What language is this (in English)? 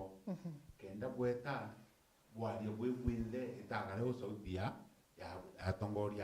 Meru